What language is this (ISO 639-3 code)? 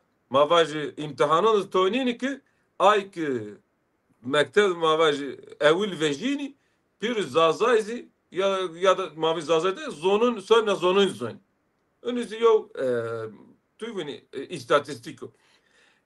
zza